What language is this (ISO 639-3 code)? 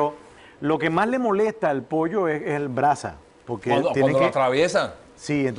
spa